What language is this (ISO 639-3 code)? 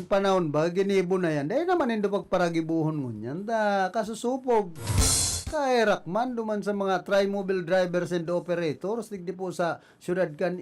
bik